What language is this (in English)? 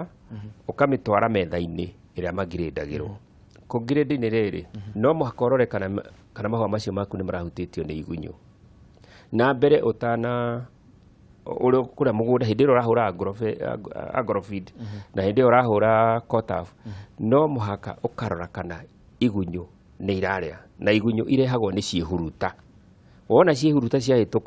Kikuyu